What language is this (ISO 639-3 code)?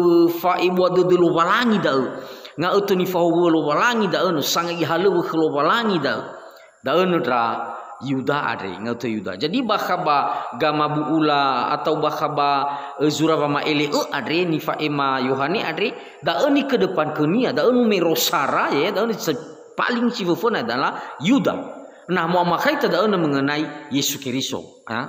nia